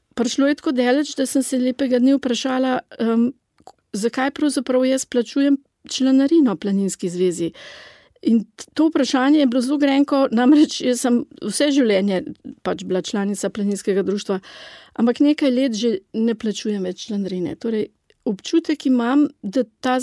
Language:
Slovenian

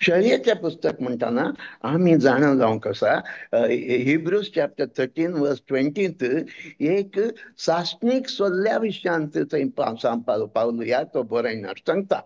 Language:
Konkani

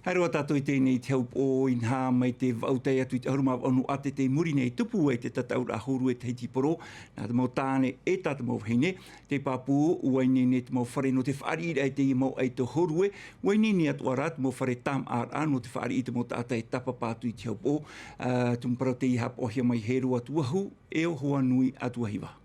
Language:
Tahitian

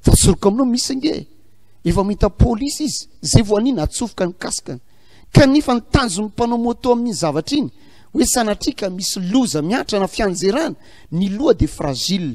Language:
Malagasy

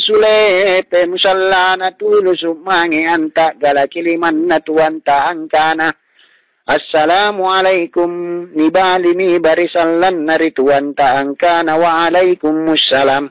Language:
Makasar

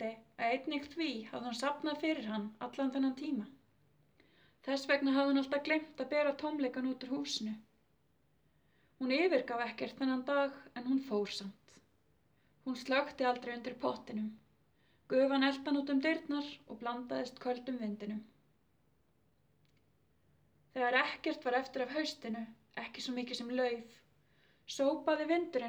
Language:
Icelandic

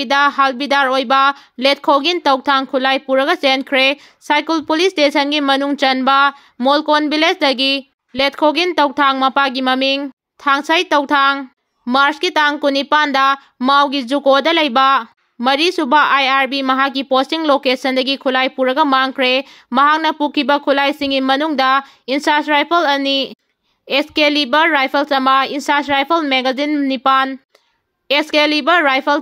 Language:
Manipuri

